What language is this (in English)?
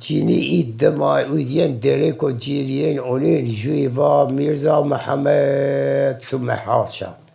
Zaza